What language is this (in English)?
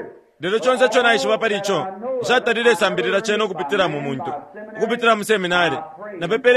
Bemba